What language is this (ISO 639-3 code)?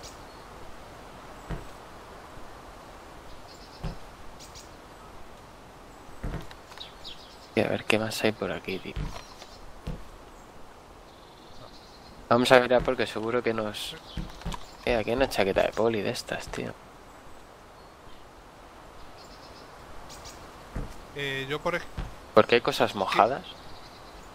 spa